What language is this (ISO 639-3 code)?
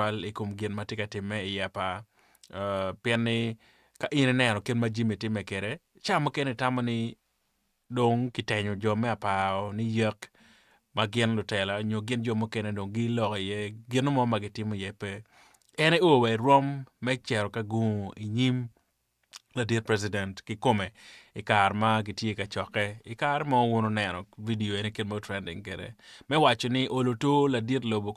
ach